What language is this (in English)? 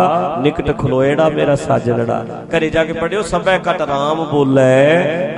Punjabi